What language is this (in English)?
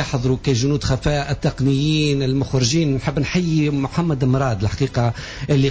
Tunisian Arabic